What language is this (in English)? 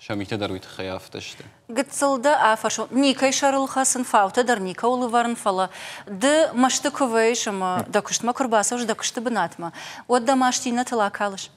Ossetic